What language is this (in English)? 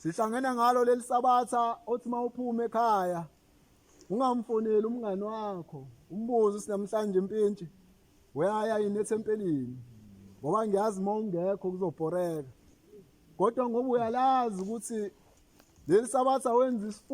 Zulu